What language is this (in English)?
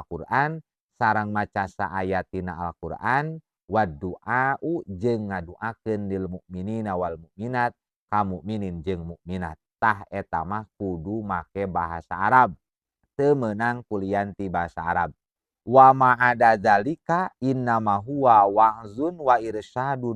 Sundanese